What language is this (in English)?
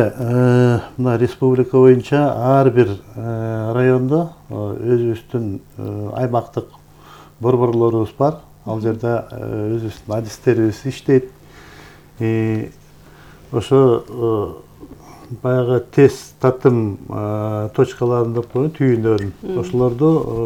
Kyrgyz